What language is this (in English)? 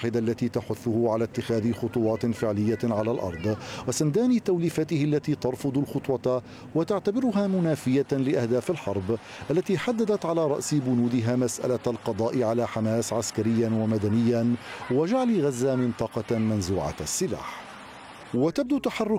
Arabic